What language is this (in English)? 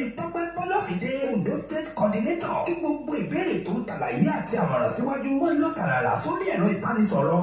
Yoruba